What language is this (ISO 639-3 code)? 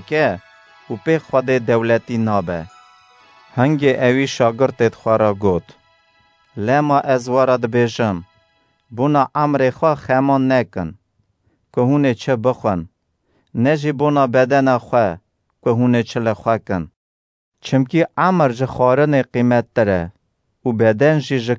kur